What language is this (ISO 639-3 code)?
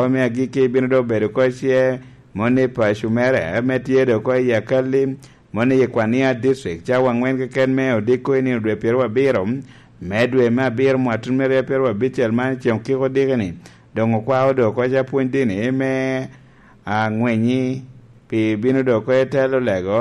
laj